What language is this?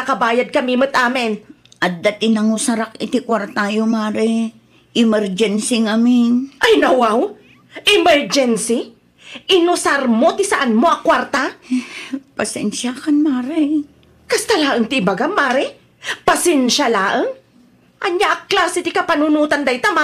Iloko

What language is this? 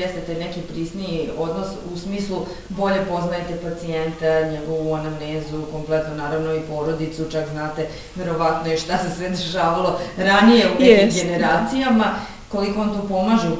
Serbian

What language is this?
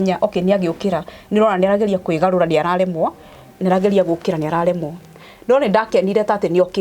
Kikuyu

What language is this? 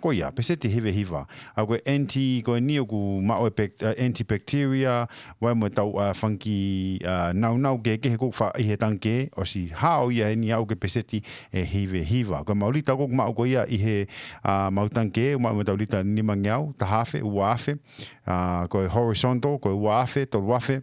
Tongan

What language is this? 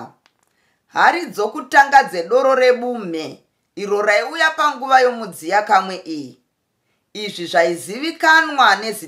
Shona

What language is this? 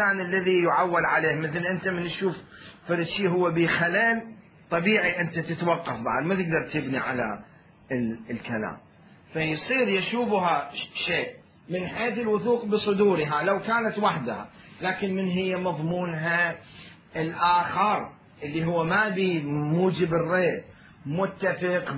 Mesopotamian Arabic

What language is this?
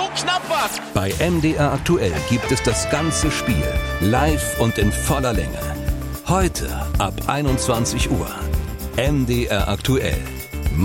German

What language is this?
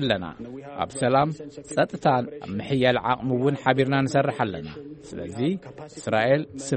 Tigrinya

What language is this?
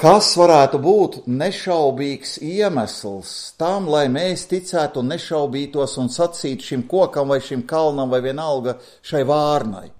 Latvian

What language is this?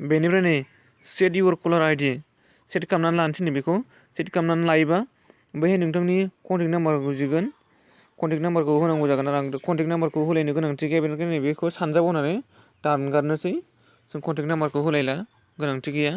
Bodo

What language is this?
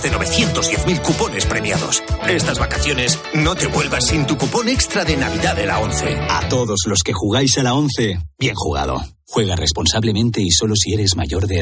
Spanish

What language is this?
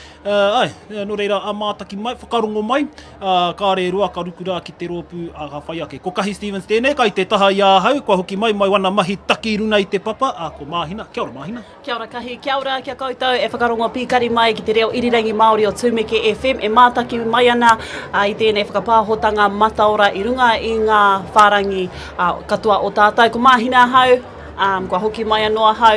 Māori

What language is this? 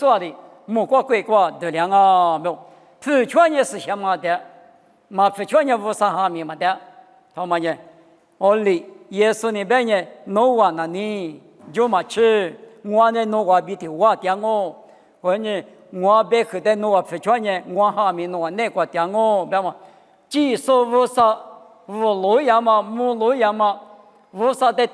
Lisu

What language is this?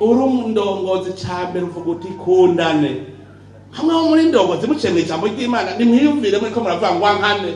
Rundi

